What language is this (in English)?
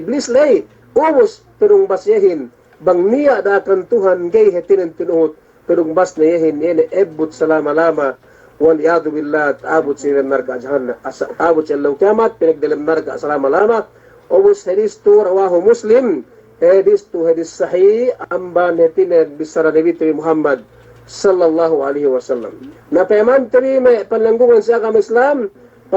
Yakan